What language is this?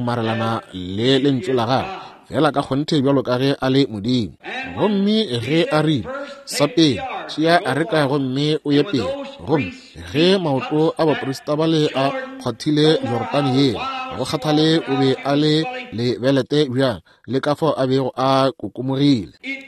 Northern Sotho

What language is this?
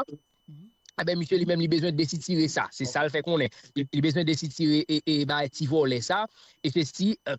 Haitian Creole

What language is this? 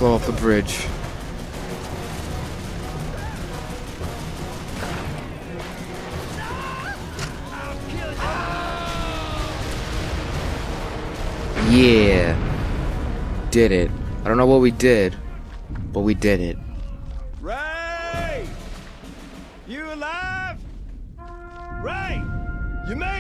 English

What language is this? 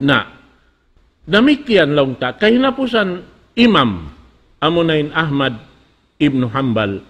Tausug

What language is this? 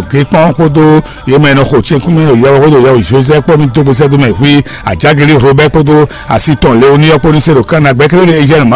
Fon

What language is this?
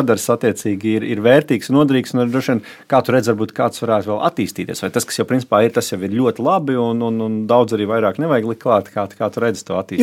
Latvian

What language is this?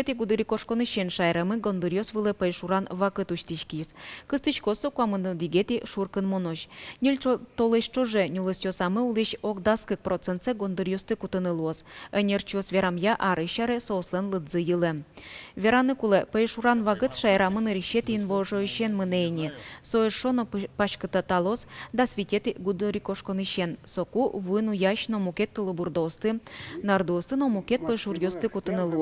Udmurt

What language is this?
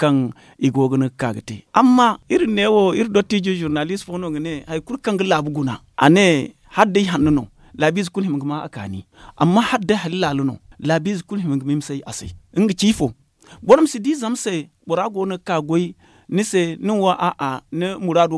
Zarma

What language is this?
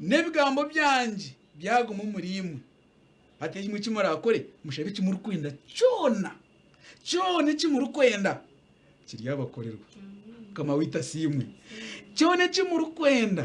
Nyankole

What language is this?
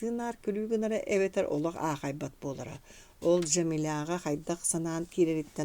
Yakut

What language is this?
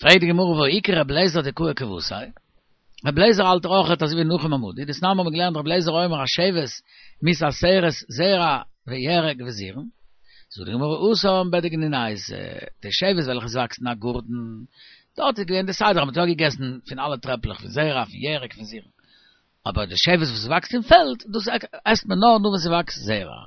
Yiddish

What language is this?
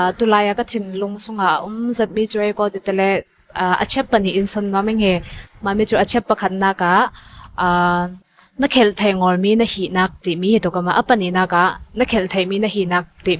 Ngawn Chin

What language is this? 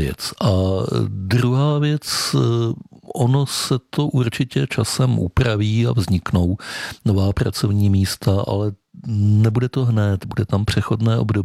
Czech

